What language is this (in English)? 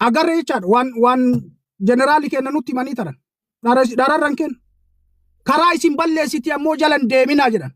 Oromo